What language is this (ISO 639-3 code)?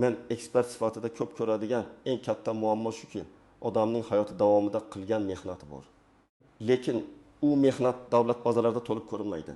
uzb